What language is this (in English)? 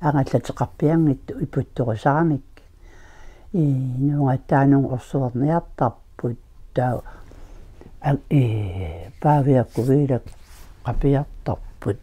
Kalaallisut